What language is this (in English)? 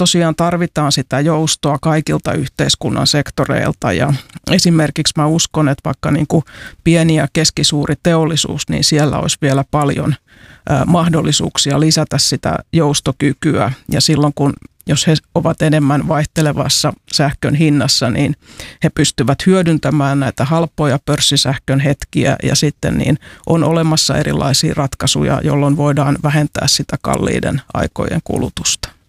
Finnish